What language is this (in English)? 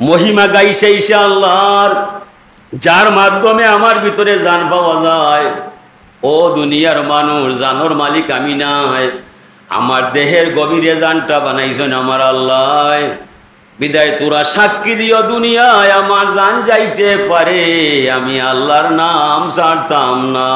Sylheti